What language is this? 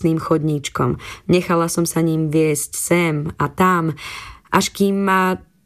Slovak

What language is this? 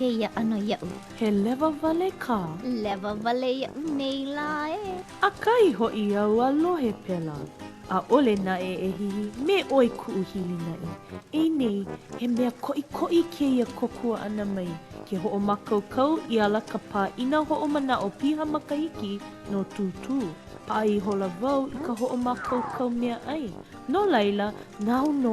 Hawaiian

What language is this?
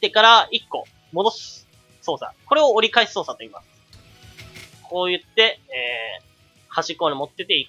Japanese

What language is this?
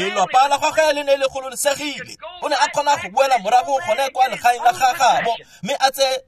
Tswana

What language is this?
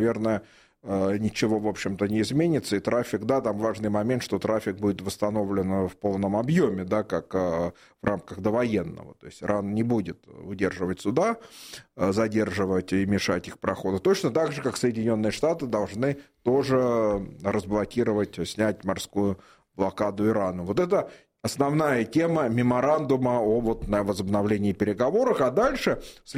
Russian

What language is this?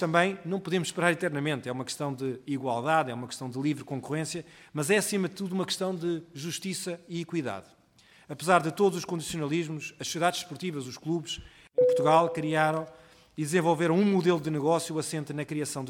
Portuguese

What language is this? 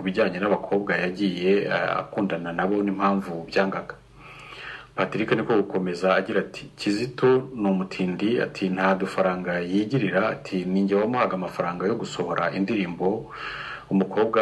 Kinyarwanda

